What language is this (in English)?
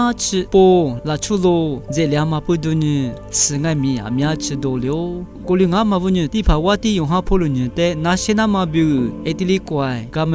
Lisu